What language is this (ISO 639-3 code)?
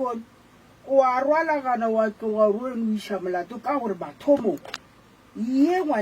nso